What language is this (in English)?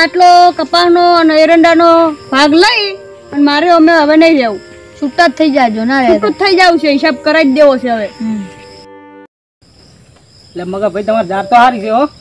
Gujarati